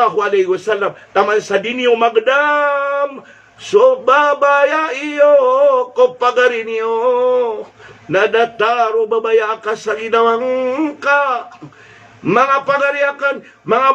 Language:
Maranao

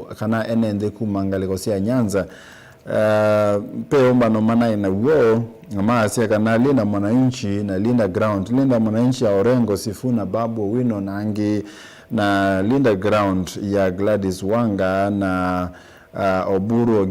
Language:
Kamba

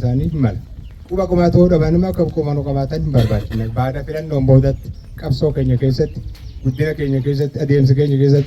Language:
Oromo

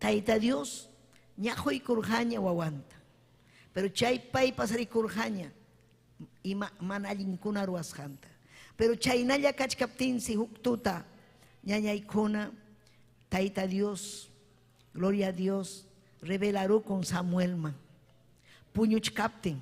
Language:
Ayacucho Quechua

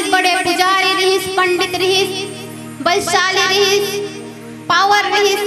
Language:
Chhattisgarhi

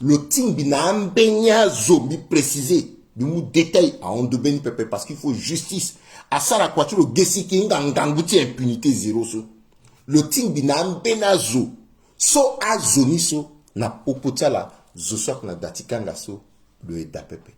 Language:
Sango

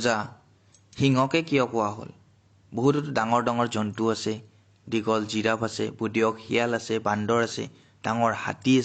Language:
Assamese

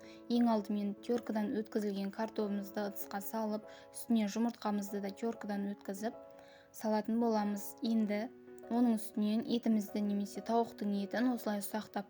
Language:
Kazakh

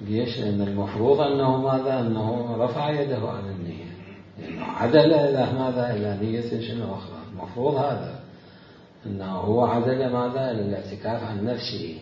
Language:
Mesopotamian Arabic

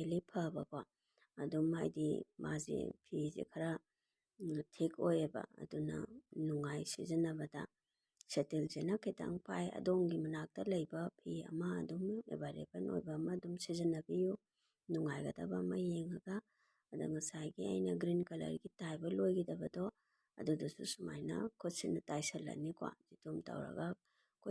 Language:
Manipuri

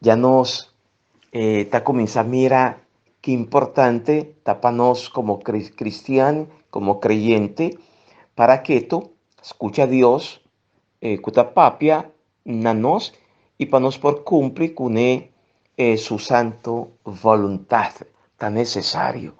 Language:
Papiamento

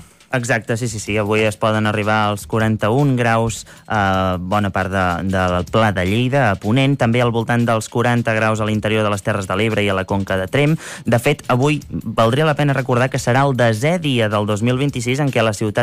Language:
Catalan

